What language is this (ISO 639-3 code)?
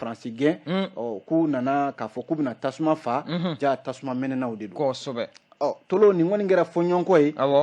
bam